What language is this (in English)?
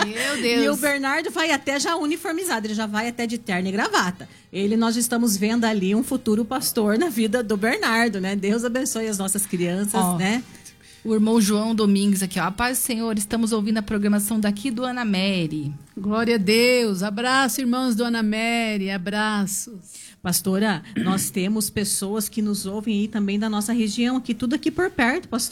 Portuguese